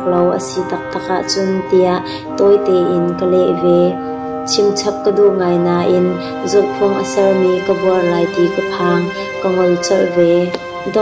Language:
Hakha Chin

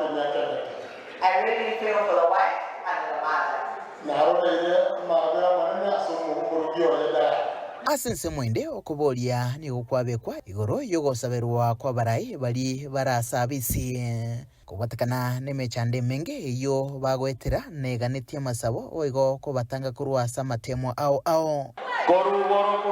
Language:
Gusii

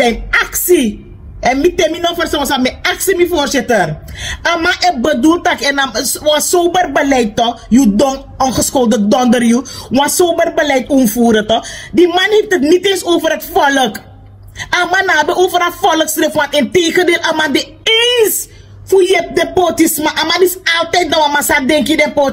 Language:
Sranan Tongo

